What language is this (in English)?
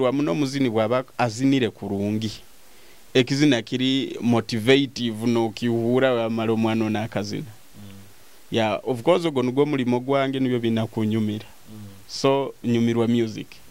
Nyoro